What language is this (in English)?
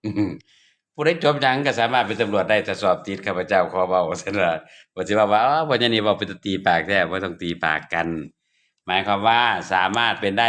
Northeastern Thai